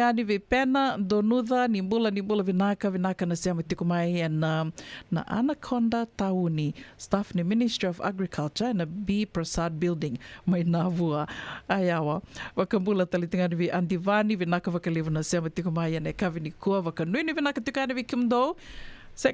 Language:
Fijian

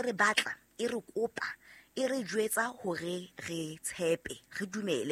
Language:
Southern Sotho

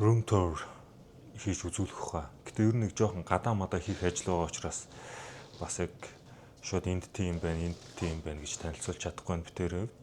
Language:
Mongolian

